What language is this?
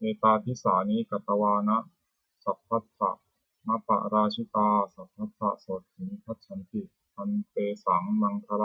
Pali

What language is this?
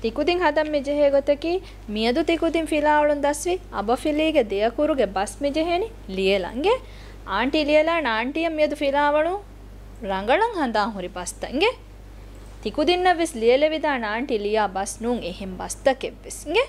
Divehi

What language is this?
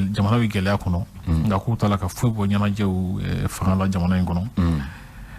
Bambara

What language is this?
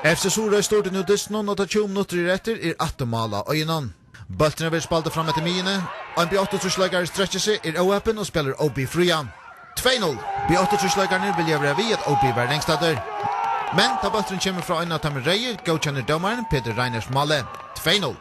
Faroese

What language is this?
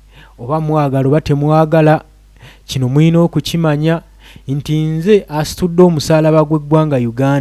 Ganda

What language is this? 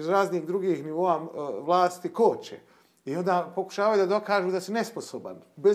Bosnian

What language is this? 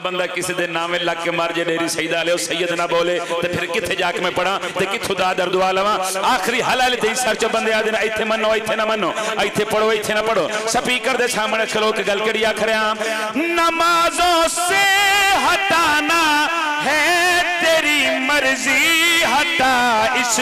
Pahari-Potwari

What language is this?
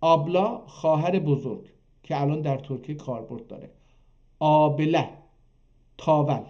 South Azerbaijani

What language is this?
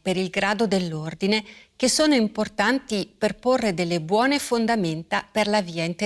Italian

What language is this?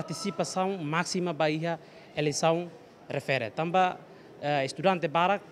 Tetum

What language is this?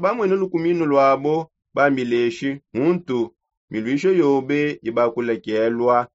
Songe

